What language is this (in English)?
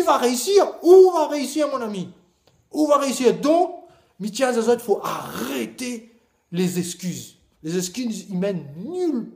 Réunion Creole French